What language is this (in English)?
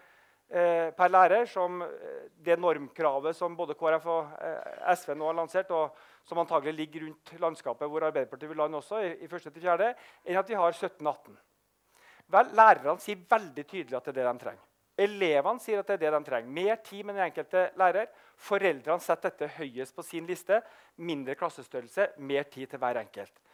Norwegian